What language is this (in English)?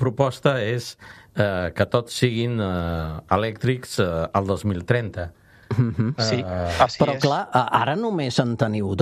Catalan